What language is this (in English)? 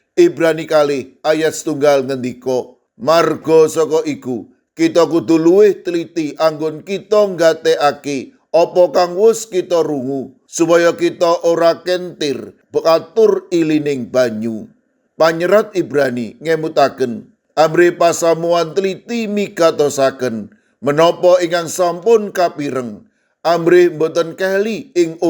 Javanese